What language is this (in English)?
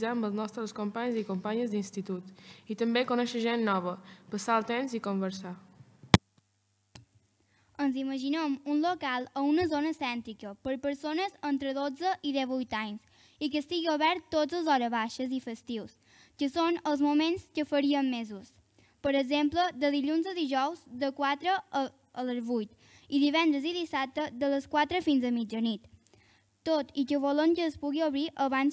Catalan